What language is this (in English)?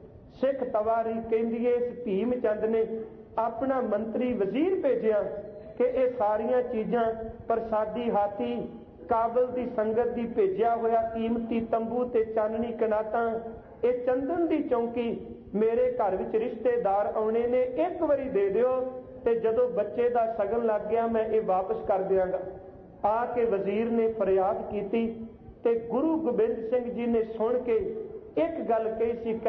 Punjabi